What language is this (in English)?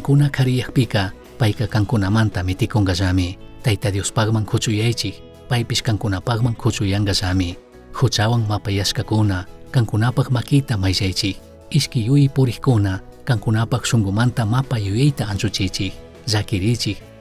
Chimborazo Highland Quichua